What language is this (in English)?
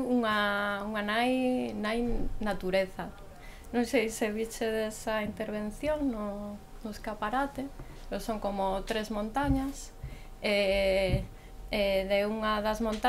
Galician